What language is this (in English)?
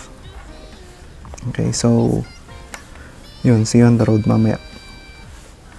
Filipino